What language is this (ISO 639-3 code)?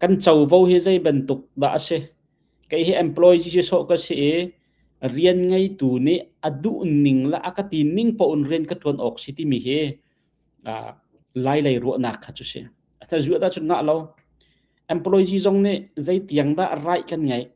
cnh